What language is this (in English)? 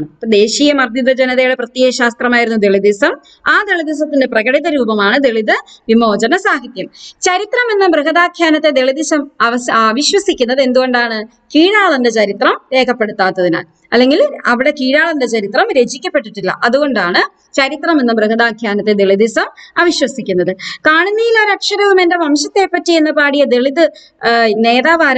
Malayalam